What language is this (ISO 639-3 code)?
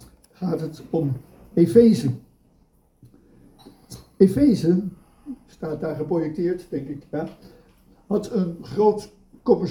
nld